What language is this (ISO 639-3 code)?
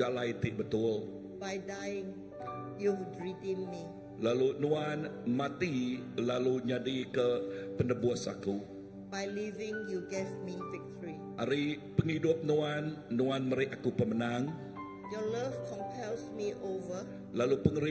iba